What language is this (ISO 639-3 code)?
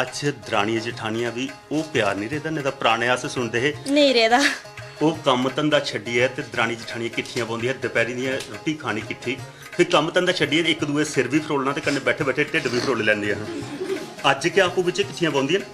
doi